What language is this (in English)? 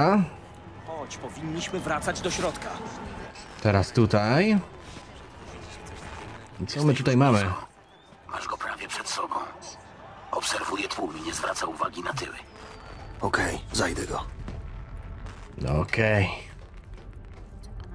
Polish